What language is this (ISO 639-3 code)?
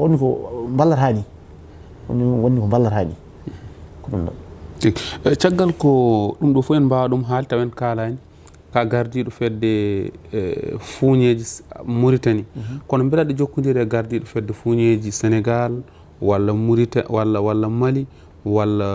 ful